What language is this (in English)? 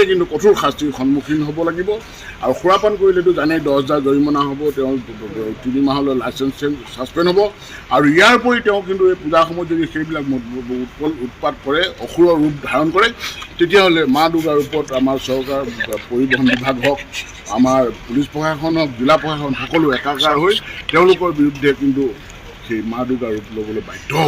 Assamese